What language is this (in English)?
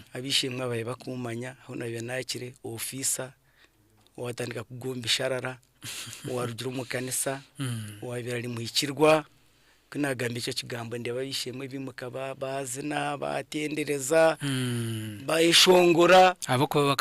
Nyankole